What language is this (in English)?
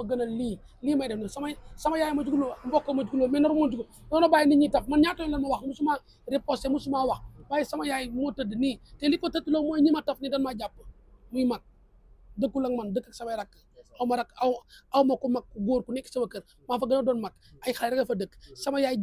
Wolof